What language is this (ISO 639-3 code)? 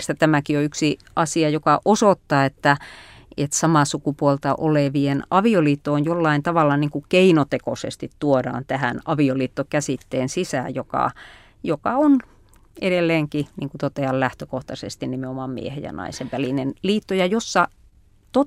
fin